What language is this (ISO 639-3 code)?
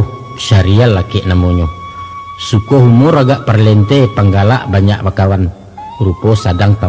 min